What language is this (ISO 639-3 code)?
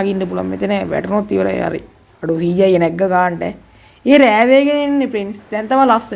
sin